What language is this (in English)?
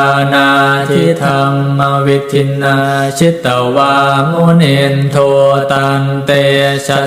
Pali